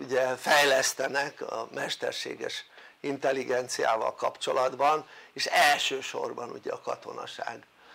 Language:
Hungarian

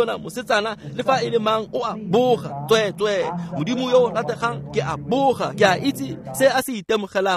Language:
Tswana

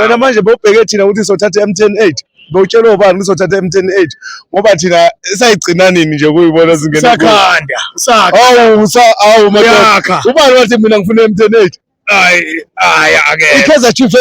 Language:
Zulu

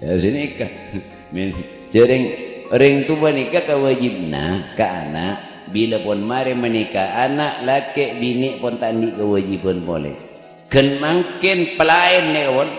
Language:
Madurese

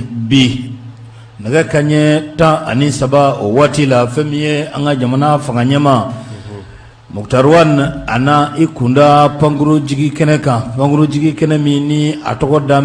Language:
Bambara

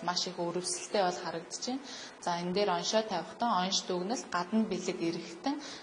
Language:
Mongolian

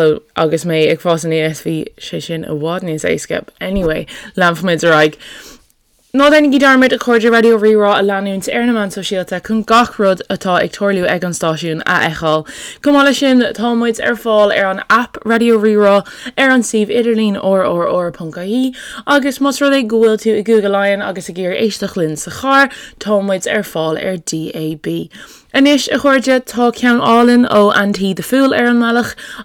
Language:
Irish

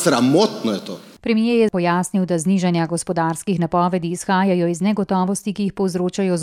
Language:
Slovenian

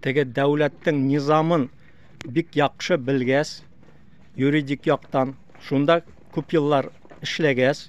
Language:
Bashkir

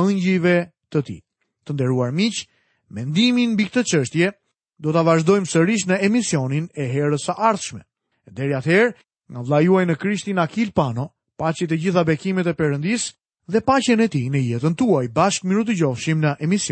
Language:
Albanian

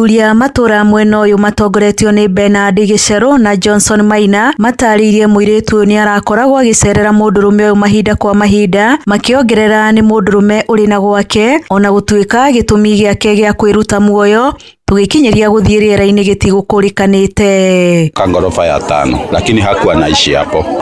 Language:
Kikuyu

